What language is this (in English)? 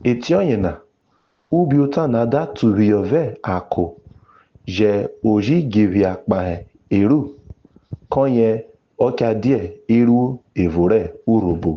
Urhobo